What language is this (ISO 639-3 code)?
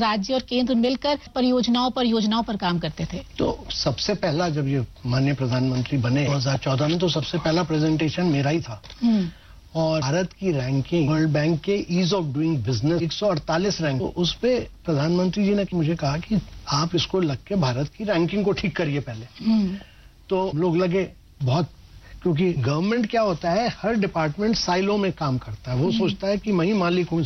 hin